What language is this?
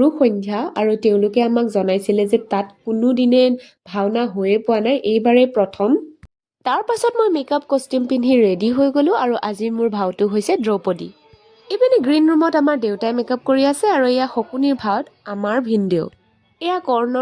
Assamese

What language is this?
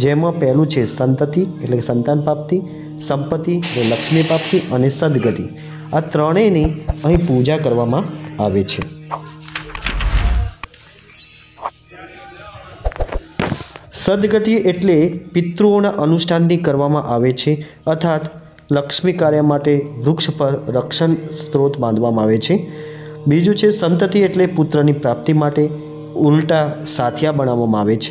Gujarati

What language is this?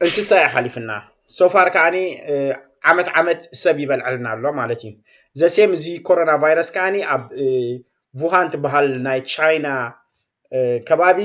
Tigrinya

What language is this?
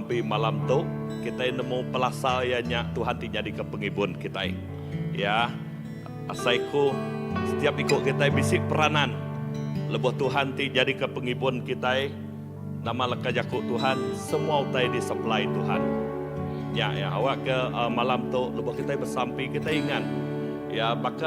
Iban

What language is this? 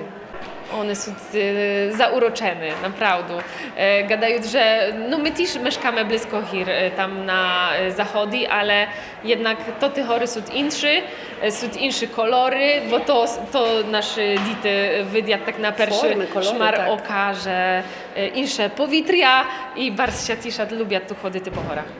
Rusyn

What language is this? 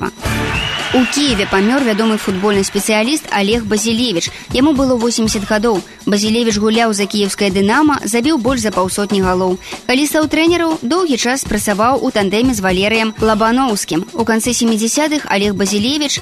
Belarusian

